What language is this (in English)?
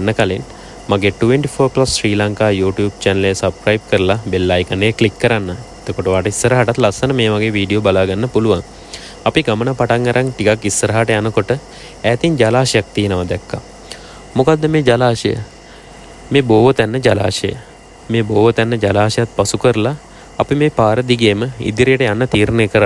Sinhala